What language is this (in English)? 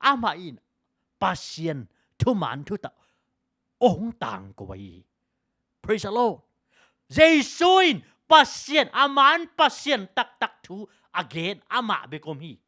Tedim Chin